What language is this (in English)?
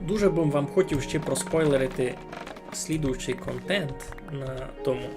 Rusyn